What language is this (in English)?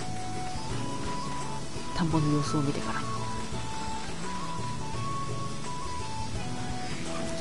Japanese